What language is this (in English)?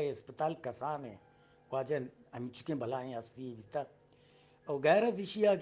Eastern Balochi